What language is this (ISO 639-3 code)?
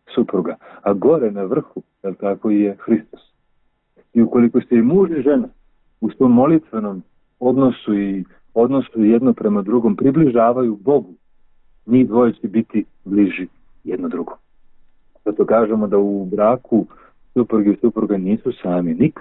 srp